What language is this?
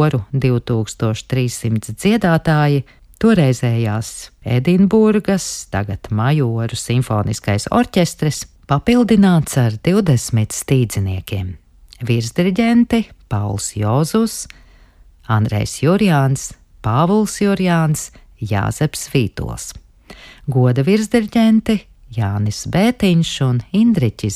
Latvian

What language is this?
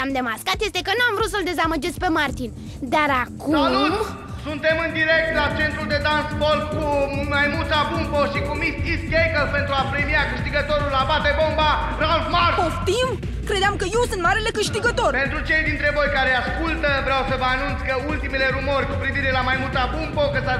Romanian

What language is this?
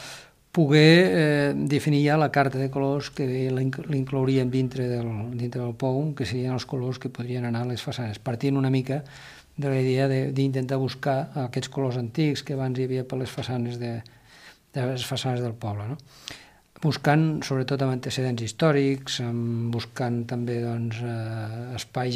Catalan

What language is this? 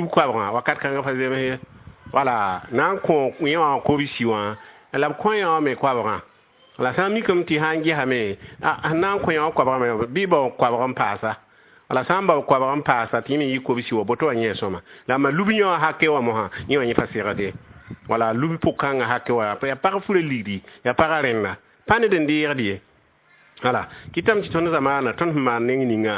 Mossi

